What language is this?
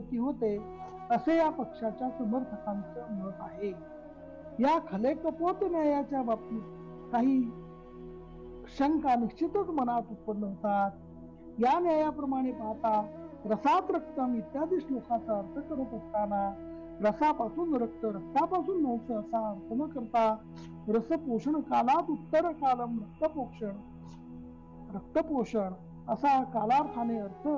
Marathi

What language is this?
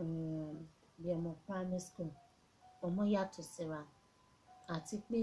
Yoruba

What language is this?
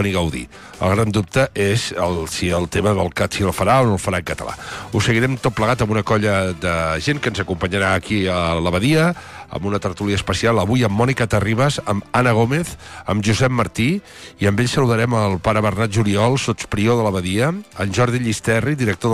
Catalan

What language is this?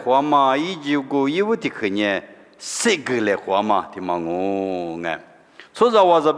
Lisu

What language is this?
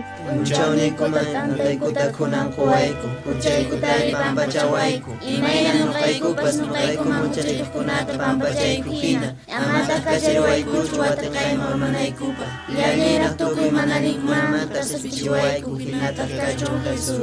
Quechua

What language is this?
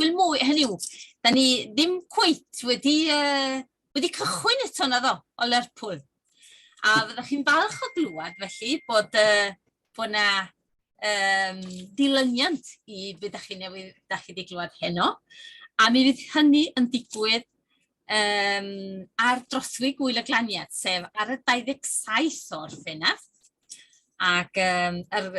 Welsh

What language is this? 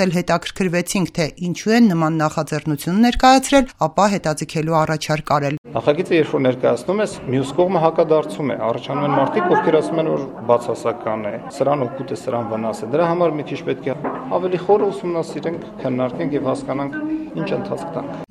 Armenian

